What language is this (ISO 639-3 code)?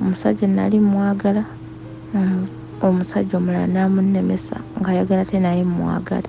lug